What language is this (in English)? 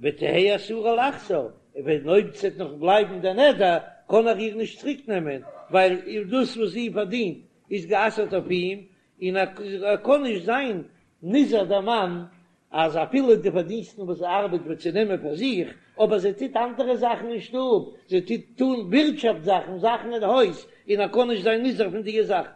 Yiddish